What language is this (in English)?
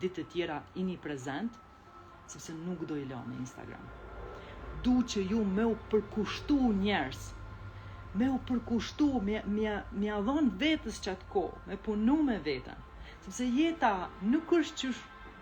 Albanian